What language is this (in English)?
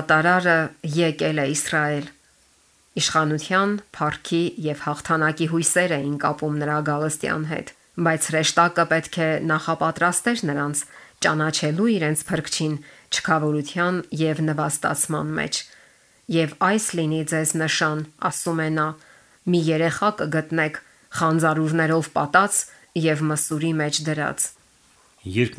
Armenian